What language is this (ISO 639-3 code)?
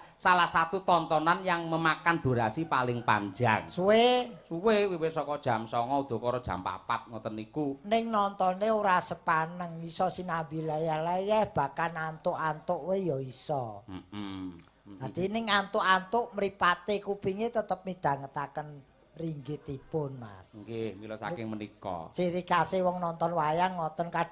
jav